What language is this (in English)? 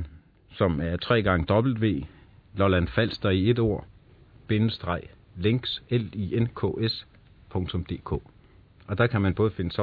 Danish